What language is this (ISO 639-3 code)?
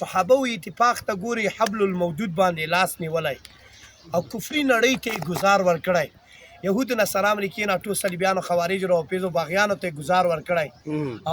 pus